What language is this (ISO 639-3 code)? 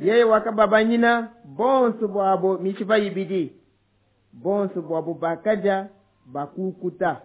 lua